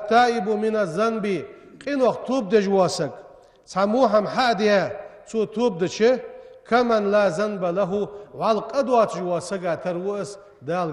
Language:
Ingush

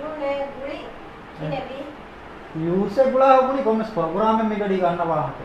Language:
Divehi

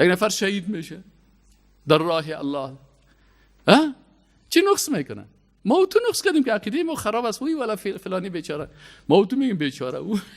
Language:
Persian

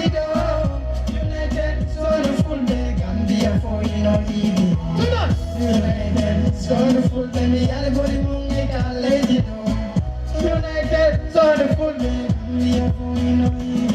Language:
Fula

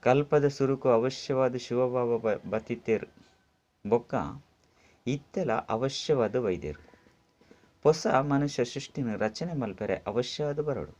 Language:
Tulu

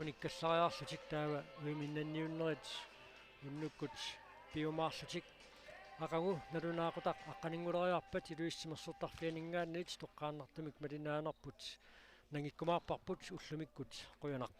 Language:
Kalaallisut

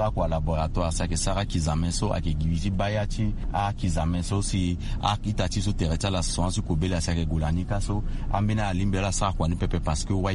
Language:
Sango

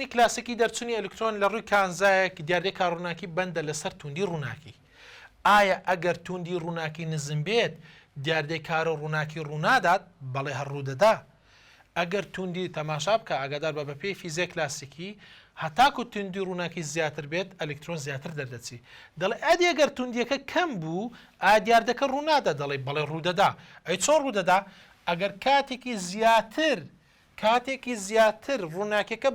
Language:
Central Kurdish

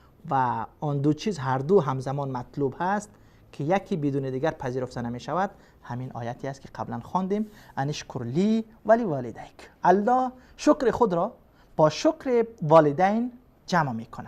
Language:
Persian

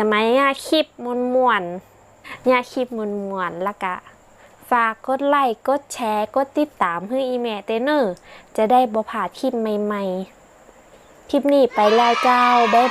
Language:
Northern Thai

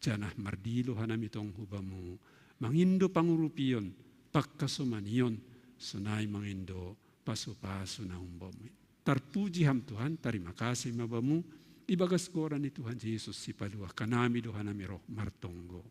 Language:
Batak Simalungun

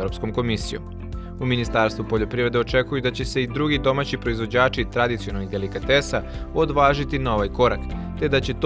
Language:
Serbian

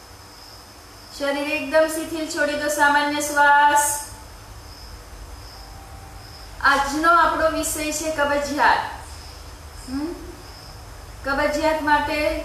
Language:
Gujarati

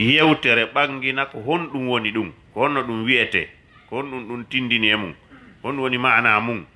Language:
Fula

